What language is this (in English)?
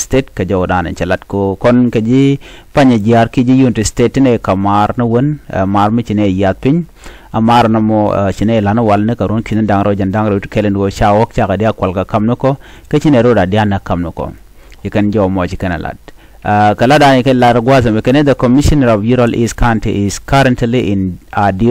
Nuer